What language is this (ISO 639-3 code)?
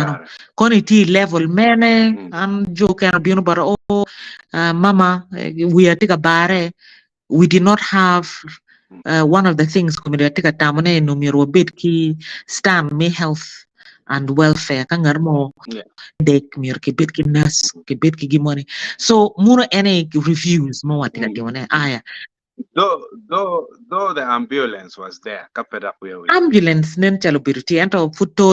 ach